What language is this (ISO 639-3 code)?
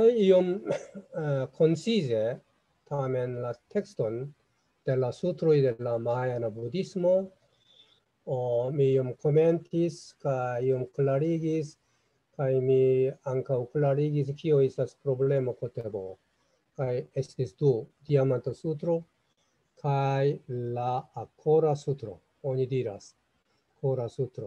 epo